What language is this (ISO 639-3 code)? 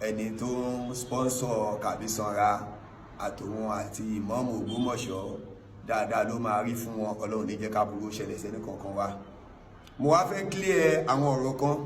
yor